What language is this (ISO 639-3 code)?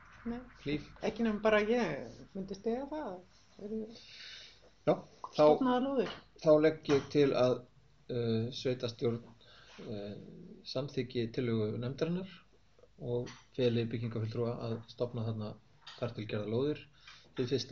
isl